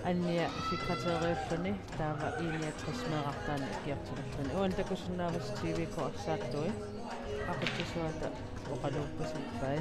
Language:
Kalaallisut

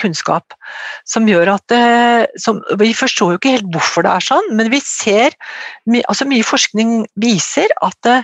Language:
Norwegian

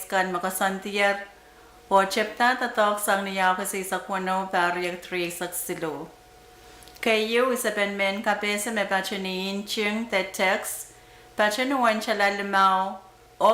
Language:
Pohnpeian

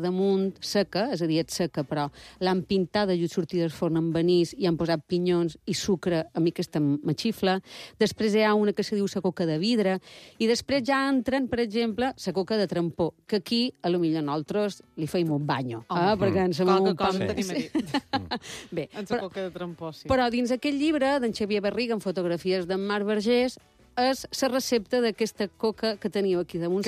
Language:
Catalan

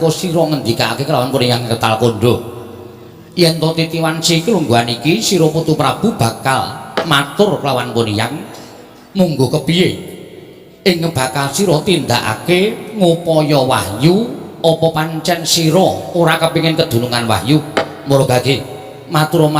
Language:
Javanese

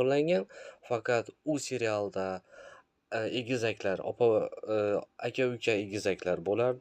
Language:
Uzbek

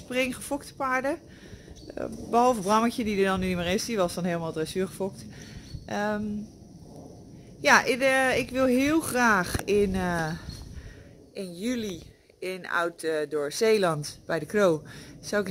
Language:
Dutch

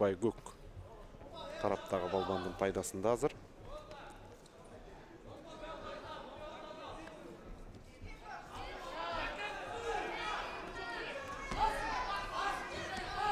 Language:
Kyrgyz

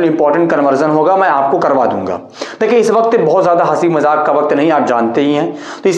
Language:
Hindi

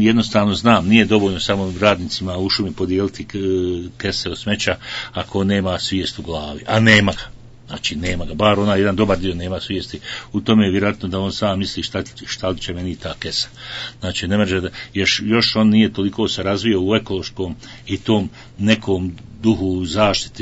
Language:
Bosnian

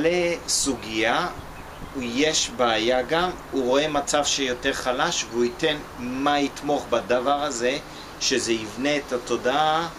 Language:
Hebrew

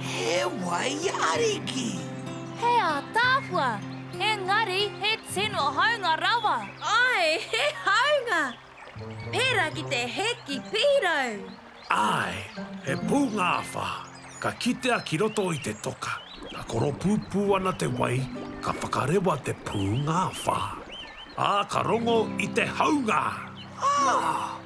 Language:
Māori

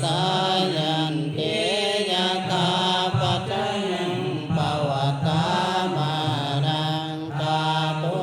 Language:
Pali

